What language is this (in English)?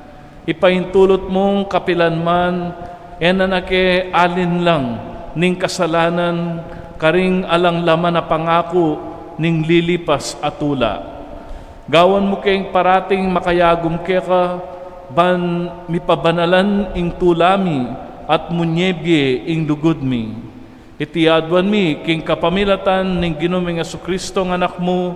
Pampanga